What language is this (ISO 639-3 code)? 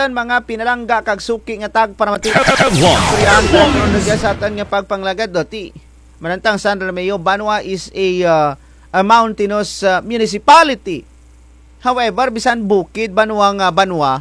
krj